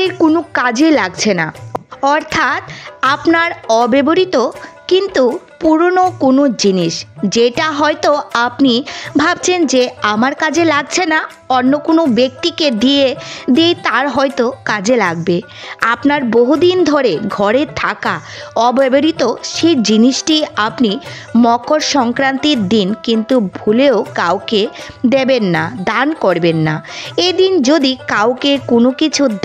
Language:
Bangla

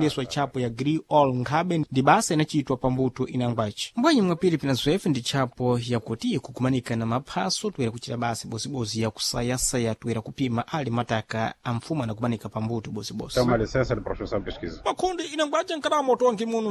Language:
Sena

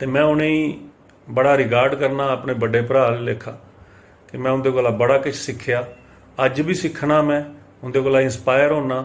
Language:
Dogri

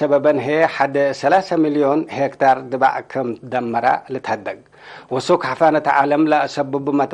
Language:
Tigre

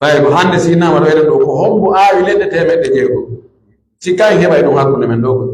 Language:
Pular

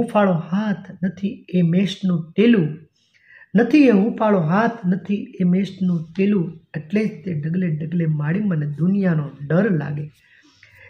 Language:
Gujarati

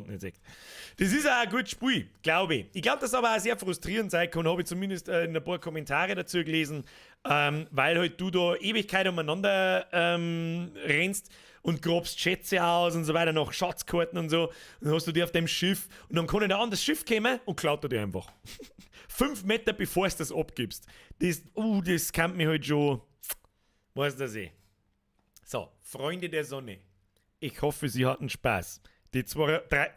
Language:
Bavarian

